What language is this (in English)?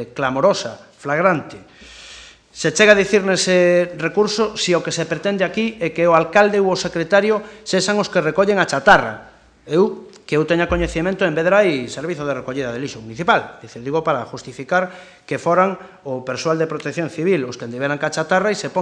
Galician